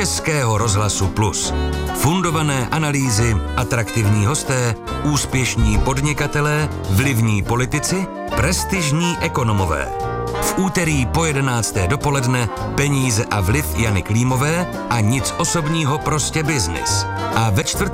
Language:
Czech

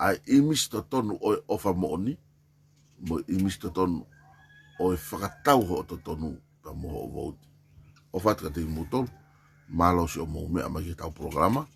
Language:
Tongan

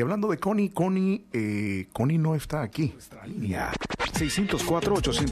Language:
Spanish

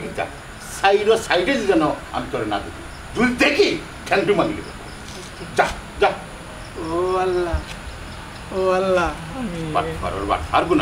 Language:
Sylheti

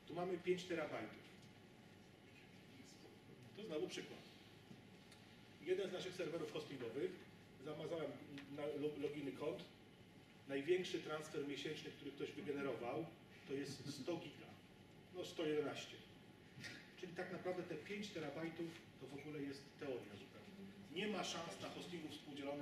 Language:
Polish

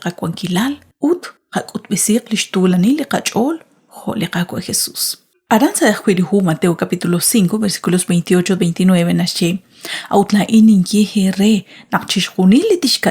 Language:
Kekchí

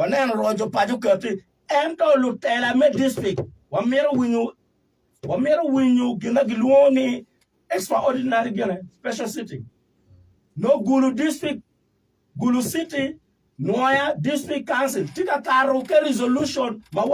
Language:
Acoli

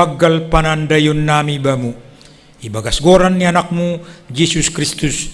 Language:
Batak Simalungun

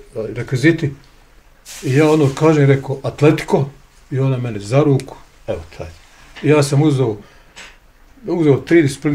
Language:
Bosnian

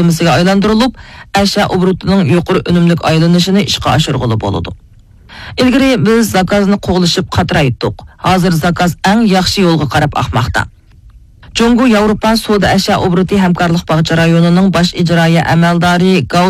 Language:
Uyghur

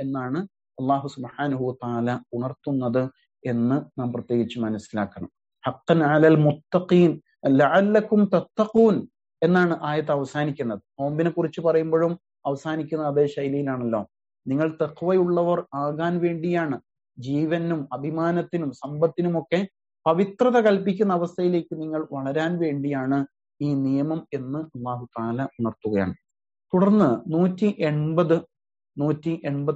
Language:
Malayalam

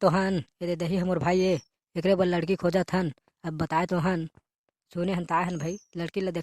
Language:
Chhattisgarhi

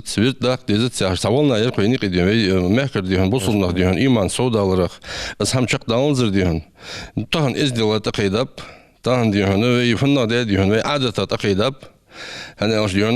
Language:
Ingush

